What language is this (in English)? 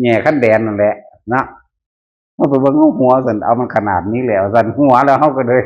Northeastern Thai